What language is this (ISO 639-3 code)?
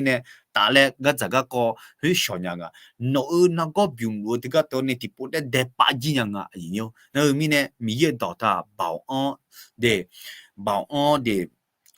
ahk